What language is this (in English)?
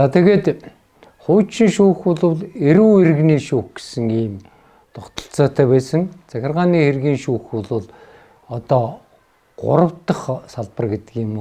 Mongolian